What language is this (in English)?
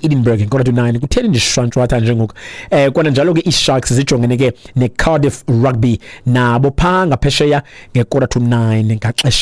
Xhosa